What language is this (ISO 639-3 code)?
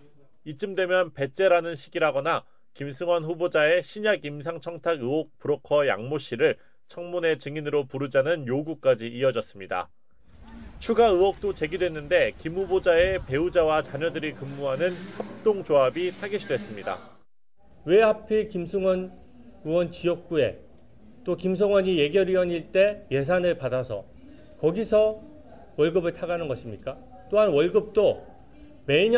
kor